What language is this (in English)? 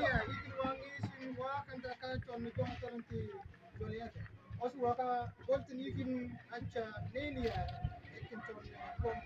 Mabaan